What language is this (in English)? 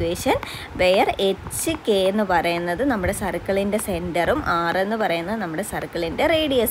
Malayalam